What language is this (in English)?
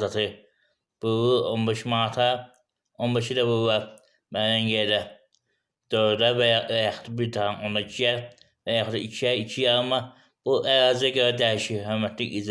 Azerbaijani